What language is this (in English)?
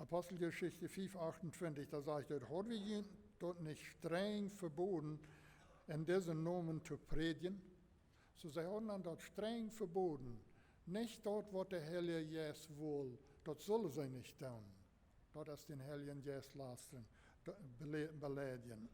Plautdietsch